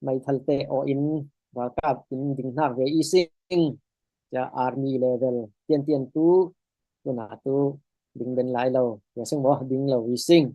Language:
Falam Chin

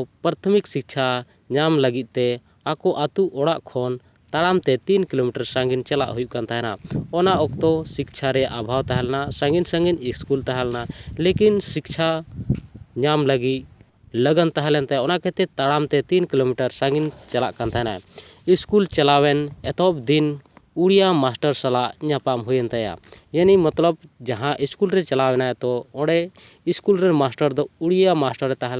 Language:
Santali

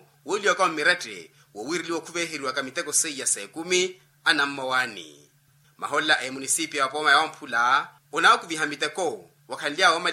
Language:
Makhuwa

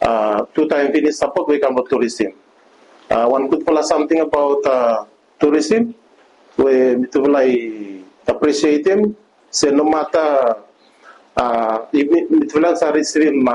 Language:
Bislama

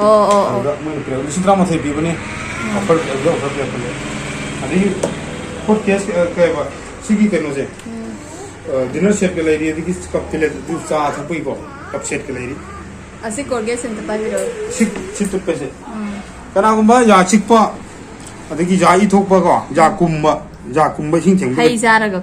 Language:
Manipuri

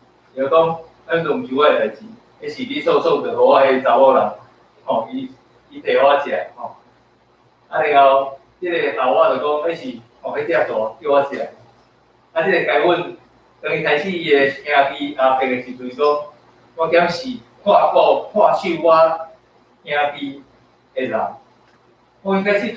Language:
Min Nan Chinese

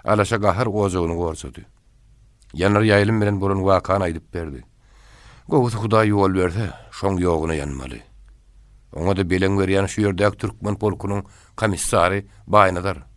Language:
Turkmen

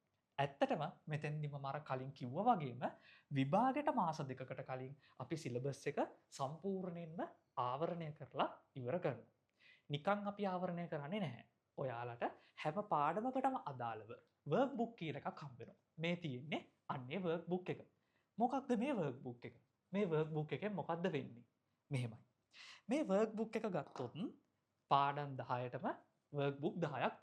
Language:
Sinhala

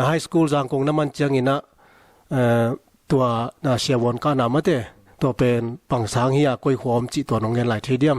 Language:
Tedim Chin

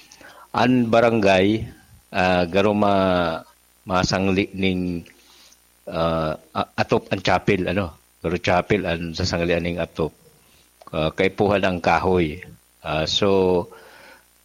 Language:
Bikol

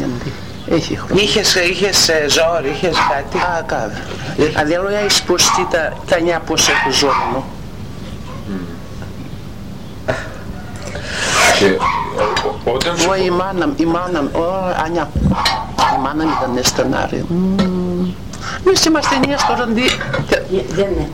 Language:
Greek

